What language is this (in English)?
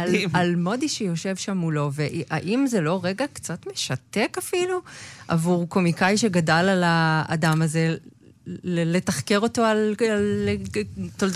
Hebrew